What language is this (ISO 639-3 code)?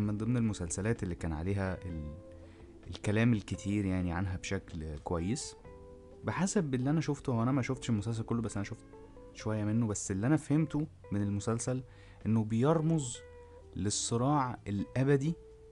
arz